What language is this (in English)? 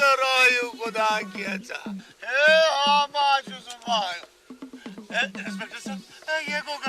Kashmiri